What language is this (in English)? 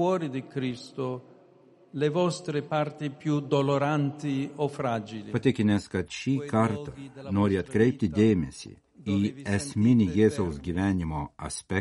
Lithuanian